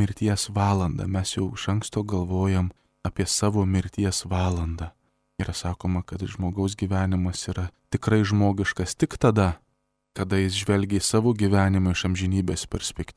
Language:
Lithuanian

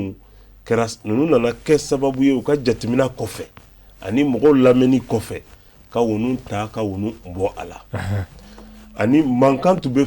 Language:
Bambara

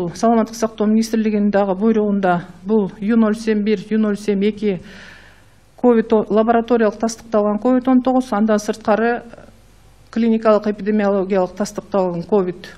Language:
Kyrgyz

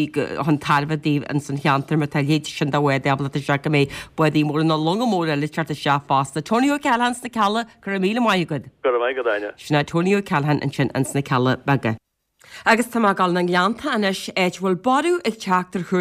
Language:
Irish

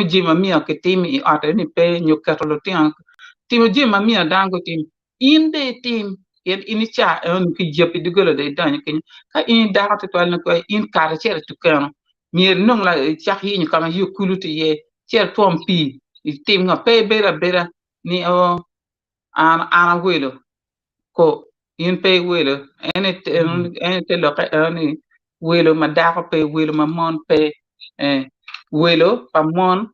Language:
Acoli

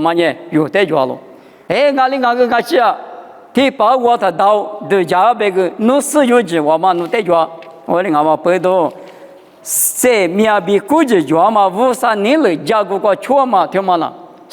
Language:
Lisu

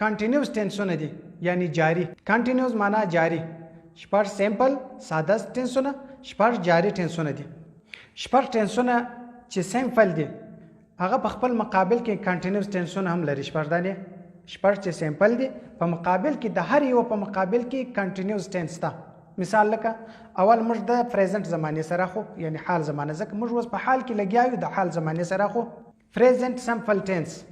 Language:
Pashto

